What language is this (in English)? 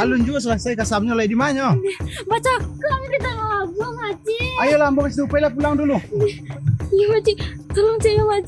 Minangkabau